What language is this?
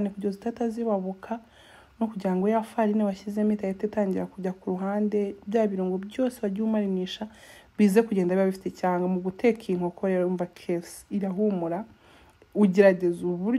Kinyarwanda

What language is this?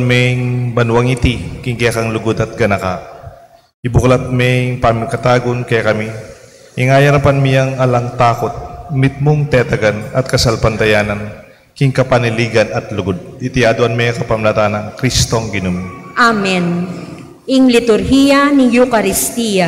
Pampanga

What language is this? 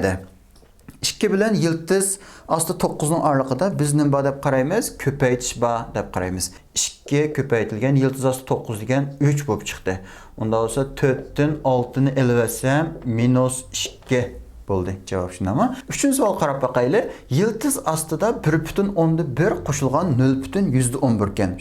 Uyghur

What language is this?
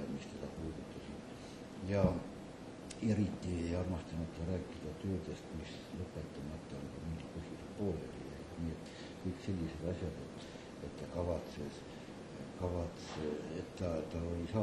Estonian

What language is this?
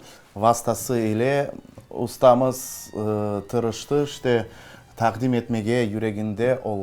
Crimean Tatar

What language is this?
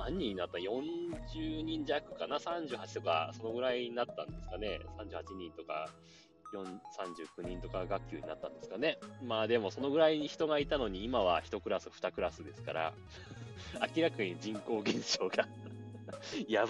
Japanese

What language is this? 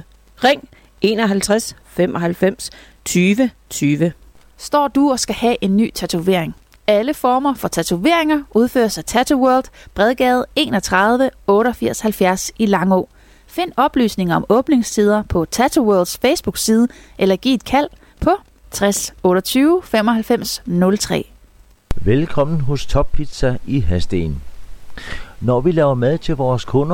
Danish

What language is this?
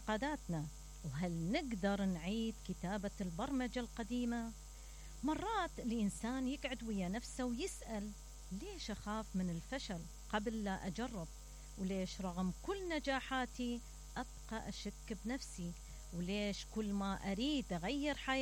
Mesopotamian Arabic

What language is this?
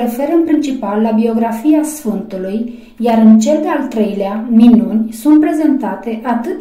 Romanian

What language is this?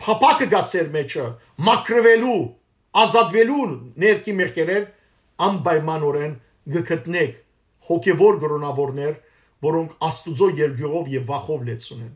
Western Armenian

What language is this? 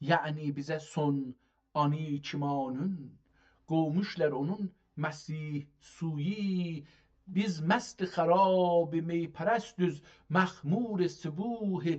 South Azerbaijani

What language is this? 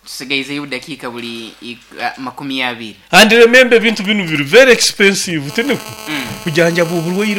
Nyoro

